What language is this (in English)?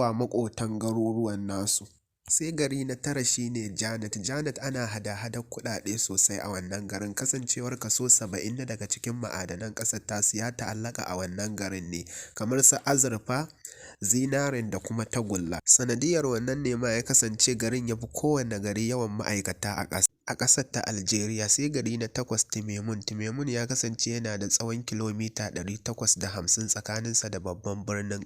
Hausa